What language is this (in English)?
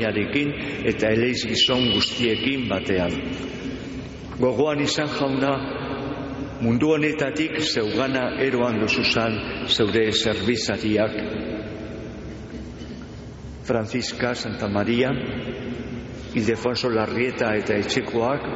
Basque